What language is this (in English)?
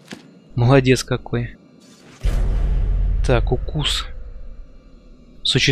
Russian